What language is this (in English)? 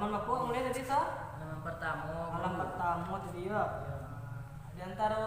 Minangkabau